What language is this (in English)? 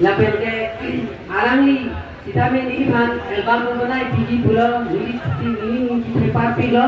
Karbi